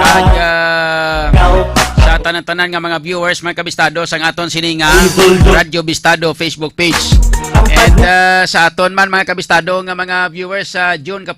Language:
Hiligaynon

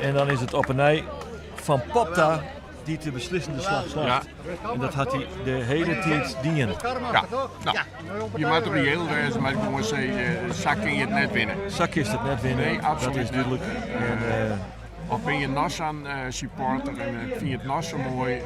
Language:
Western Frisian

